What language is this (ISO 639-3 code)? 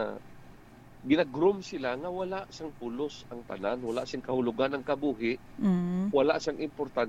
hil